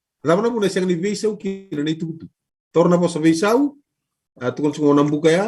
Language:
Fijian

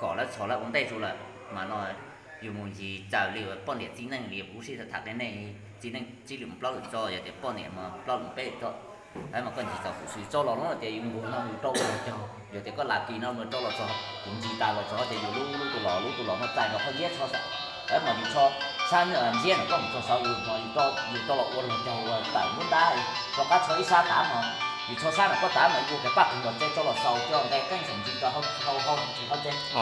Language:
Hmong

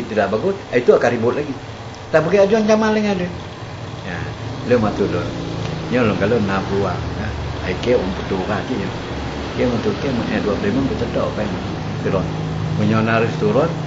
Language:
Achinese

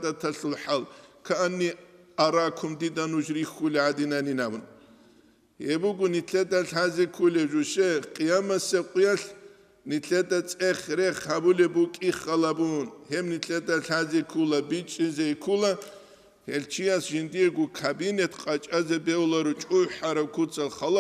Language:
Avaric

